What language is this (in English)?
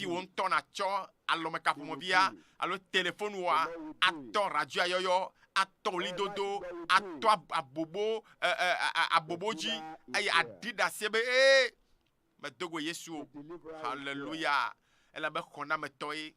Ewe